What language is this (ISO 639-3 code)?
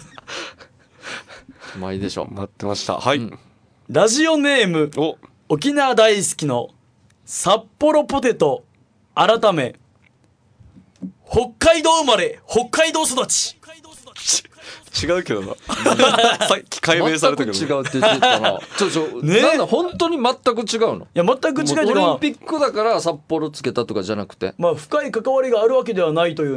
jpn